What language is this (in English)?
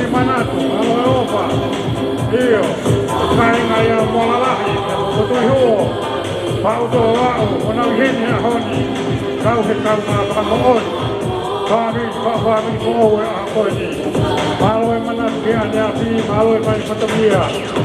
Tongan